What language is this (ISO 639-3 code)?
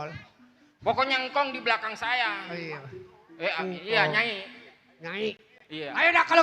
bew